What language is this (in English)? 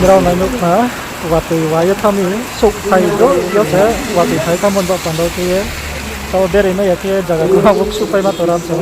Riang (India)